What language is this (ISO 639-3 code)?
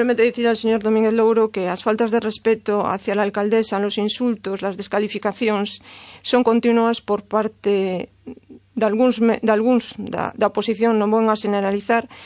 glg